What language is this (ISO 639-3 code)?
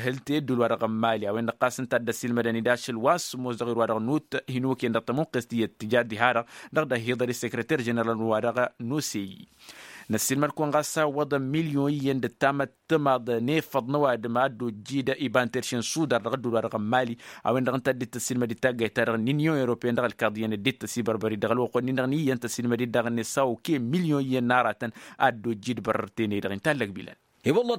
taq